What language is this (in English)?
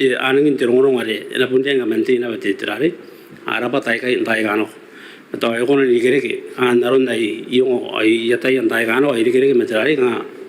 Gilbertese